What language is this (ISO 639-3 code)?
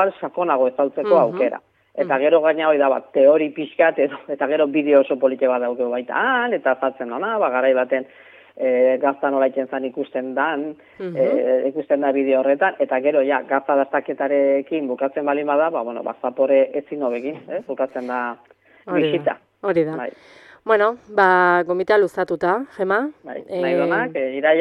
eus